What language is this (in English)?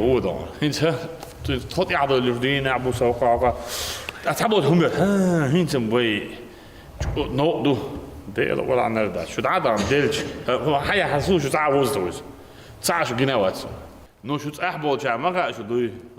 Chechen